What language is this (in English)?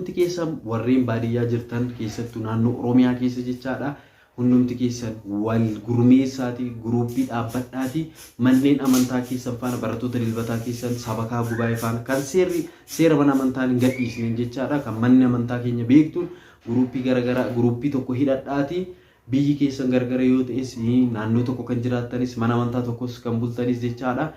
Oromo